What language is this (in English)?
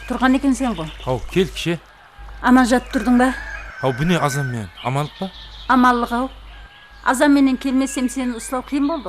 Kara-Kalpak